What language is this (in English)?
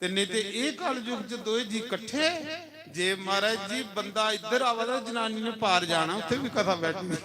Dogri